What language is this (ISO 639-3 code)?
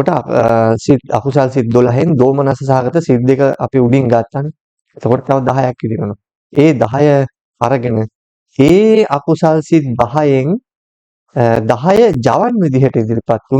sin